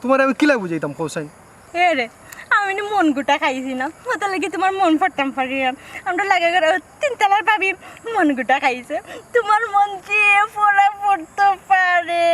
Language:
Sylheti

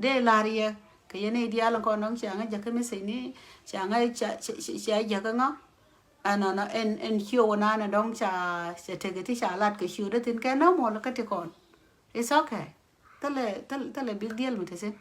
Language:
Nuer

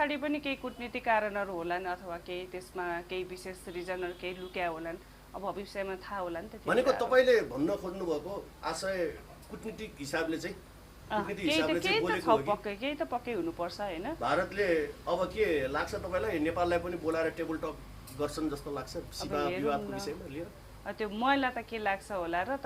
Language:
Nepali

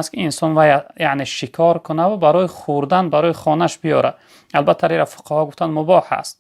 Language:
Tajik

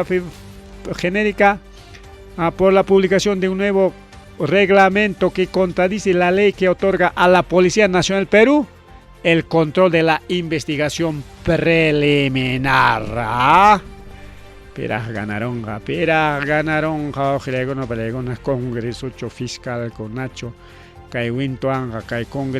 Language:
Ayacucho Quechua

